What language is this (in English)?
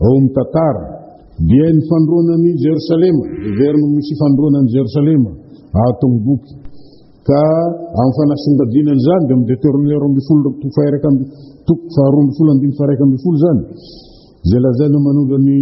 Malagasy